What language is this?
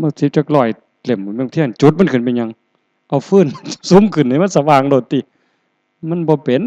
Northeastern Thai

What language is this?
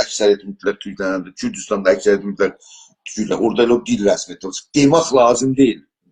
South Azerbaijani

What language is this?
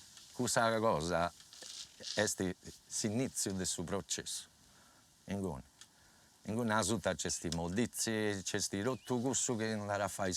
Sardinian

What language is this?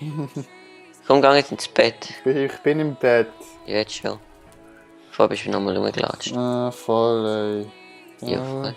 Swiss German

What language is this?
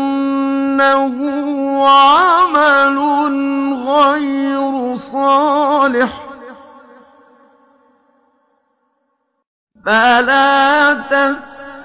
Arabic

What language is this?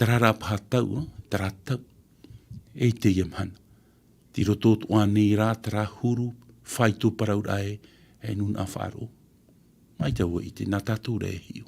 Tahitian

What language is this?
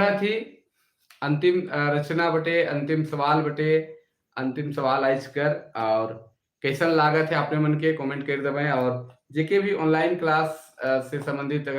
Sadri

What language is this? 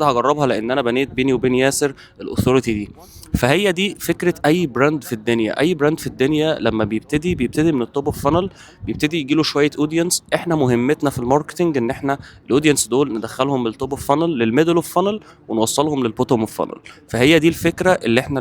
Egyptian Arabic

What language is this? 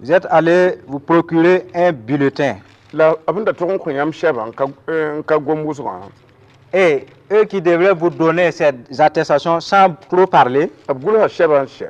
Mossi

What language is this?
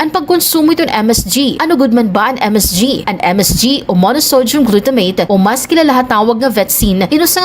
Waray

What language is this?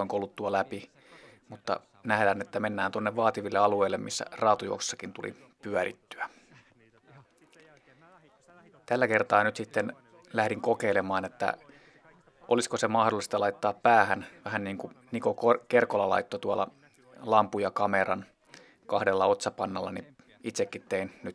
Finnish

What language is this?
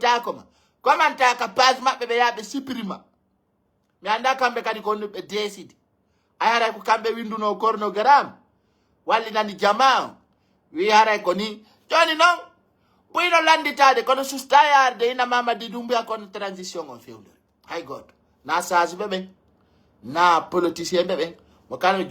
Pular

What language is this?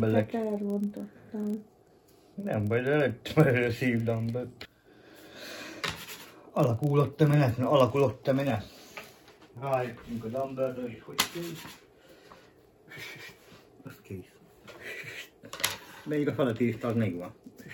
Hungarian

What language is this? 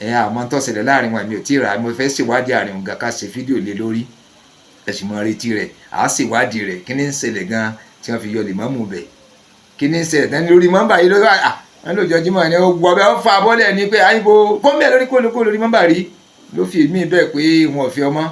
Yoruba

